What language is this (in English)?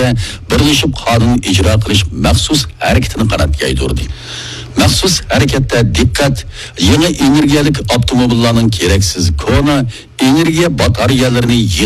Uyghur